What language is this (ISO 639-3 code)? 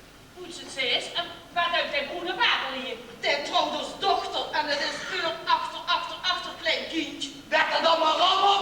lim